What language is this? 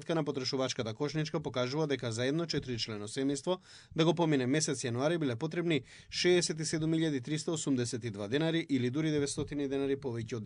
Macedonian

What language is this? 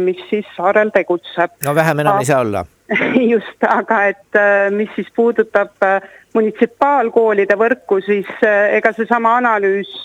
Estonian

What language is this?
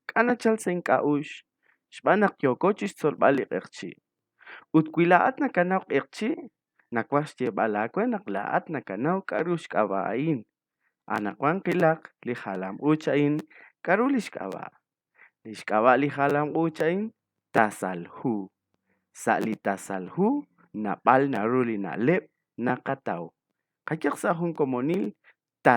Kekchí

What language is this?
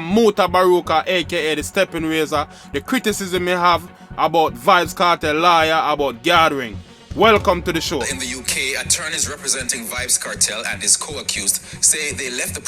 Jamaican Creole English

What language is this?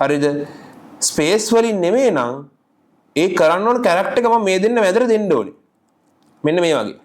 Sinhala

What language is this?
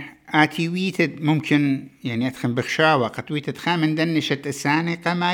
Assyrian Neo-Aramaic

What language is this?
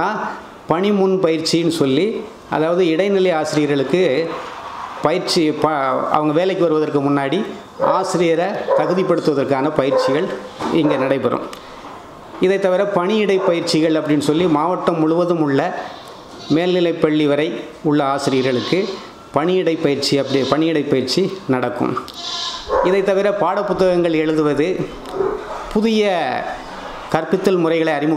Tamil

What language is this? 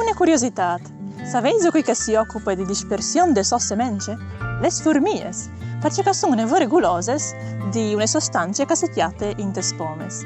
Friulian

